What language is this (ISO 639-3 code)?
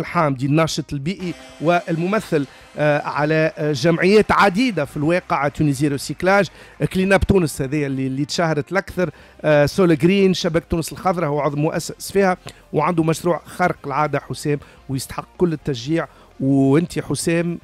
aeb